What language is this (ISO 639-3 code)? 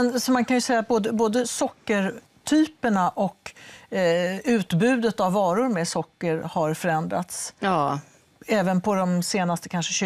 swe